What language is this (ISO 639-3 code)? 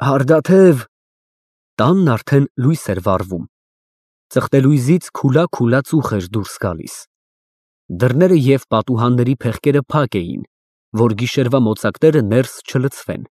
hye